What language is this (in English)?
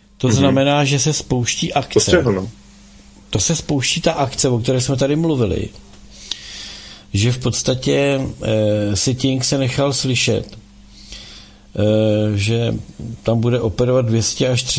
Czech